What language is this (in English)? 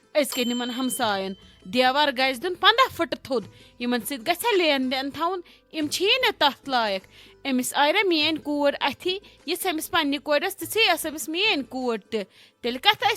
Kashmiri